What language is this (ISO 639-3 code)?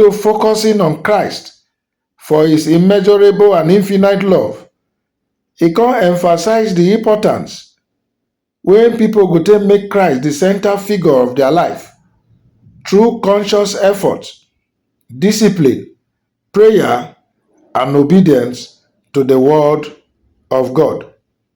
pcm